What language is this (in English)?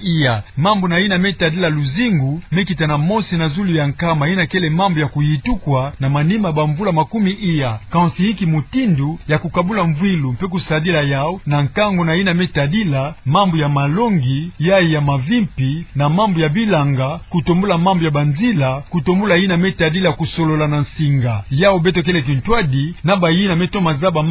Kituba (Democratic Republic of Congo)